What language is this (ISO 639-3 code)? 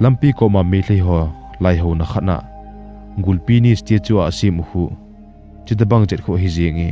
tcz